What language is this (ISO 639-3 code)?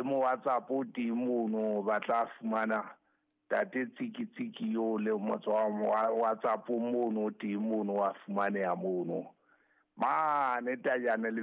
sot